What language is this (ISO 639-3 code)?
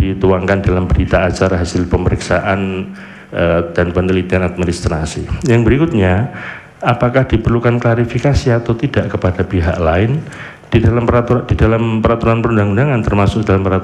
ind